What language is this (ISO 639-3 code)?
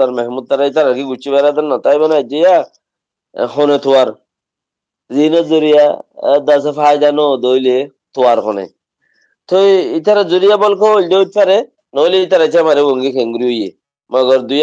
rhg